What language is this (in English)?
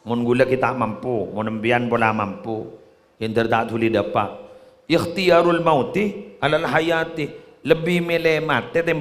Madurese